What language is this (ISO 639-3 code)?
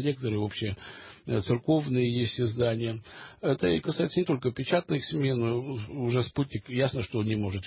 rus